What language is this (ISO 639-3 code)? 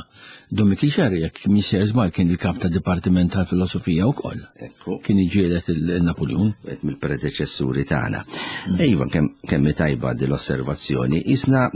mlt